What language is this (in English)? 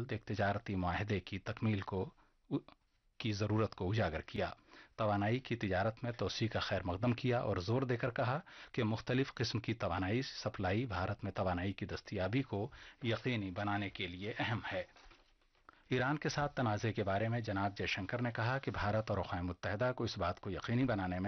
Urdu